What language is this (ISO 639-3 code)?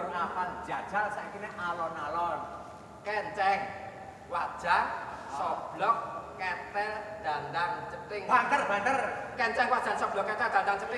jav